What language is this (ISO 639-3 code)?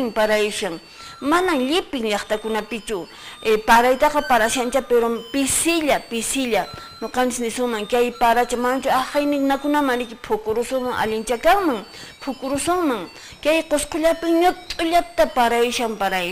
que